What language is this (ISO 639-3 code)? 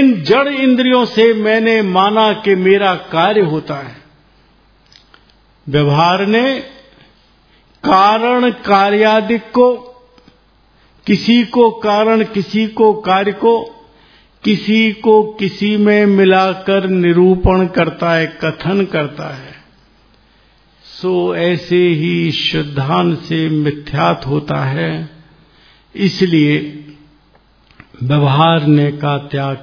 hin